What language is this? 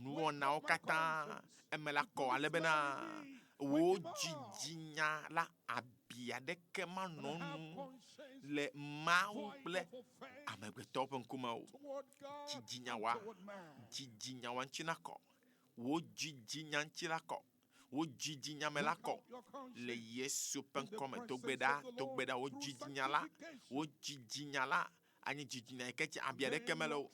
Ewe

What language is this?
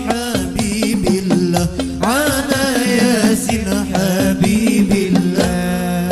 Banjar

